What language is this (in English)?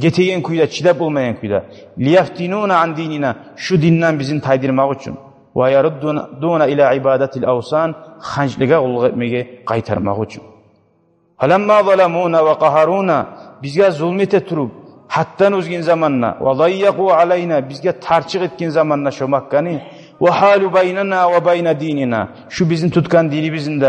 Kumyk